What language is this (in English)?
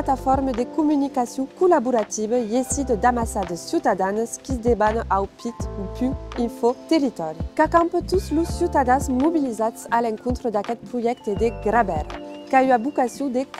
Occitan